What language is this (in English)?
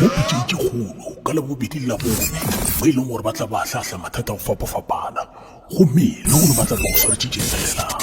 Northern Sotho